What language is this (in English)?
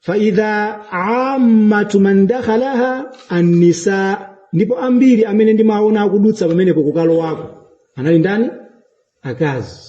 Nyanja